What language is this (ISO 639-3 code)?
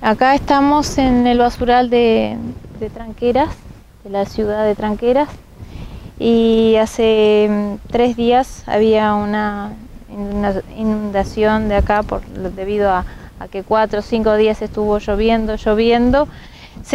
spa